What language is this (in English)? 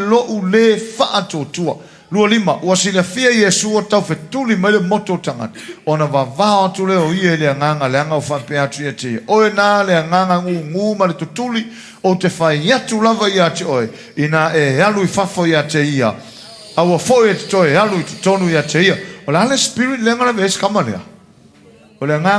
Samoan